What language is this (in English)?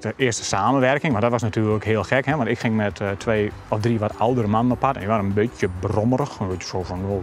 Western Frisian